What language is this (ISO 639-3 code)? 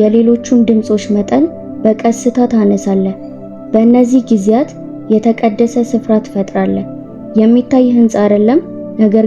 amh